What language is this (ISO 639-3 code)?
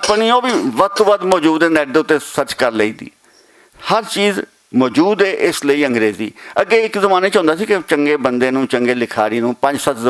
lah